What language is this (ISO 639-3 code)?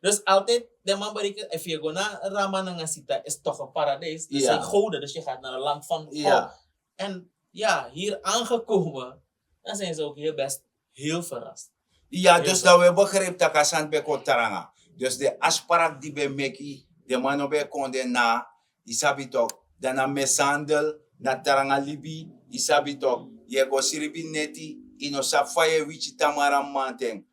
srn